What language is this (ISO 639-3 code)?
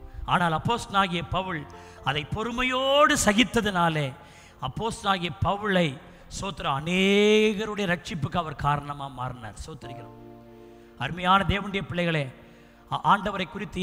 tam